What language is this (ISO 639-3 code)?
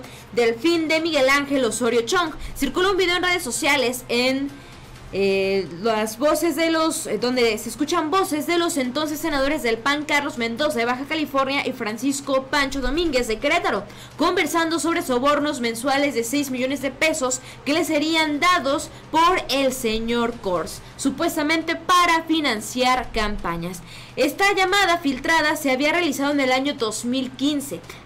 spa